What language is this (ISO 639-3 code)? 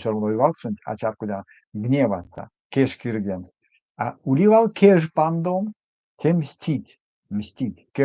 myv